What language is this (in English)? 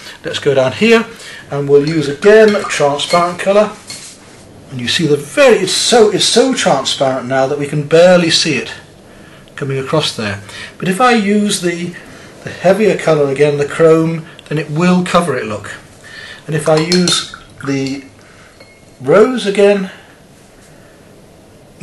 English